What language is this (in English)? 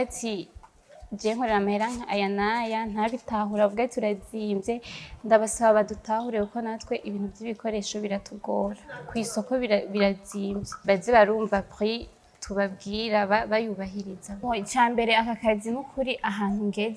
Rundi